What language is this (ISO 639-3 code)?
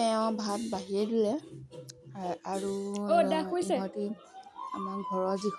asm